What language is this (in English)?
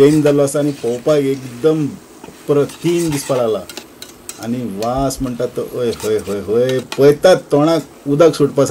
Konkani